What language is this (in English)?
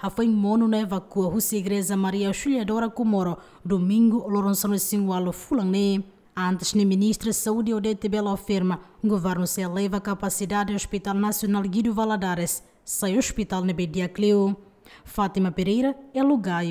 Tetum